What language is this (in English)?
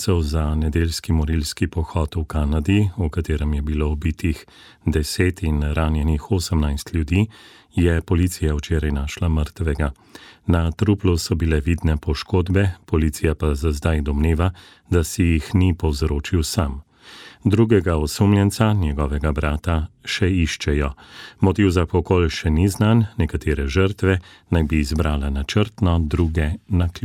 Slovenian